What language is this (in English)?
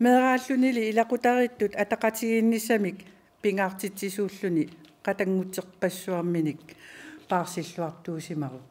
Kalaallisut